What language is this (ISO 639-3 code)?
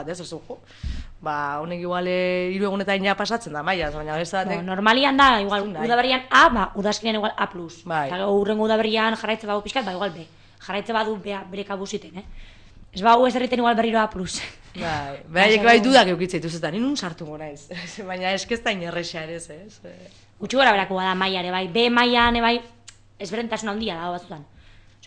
eus